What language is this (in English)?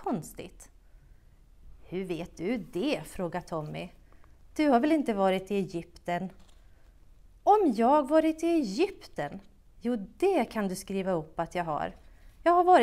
Swedish